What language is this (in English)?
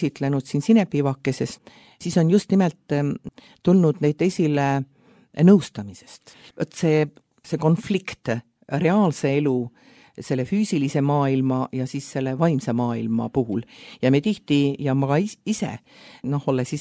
Estonian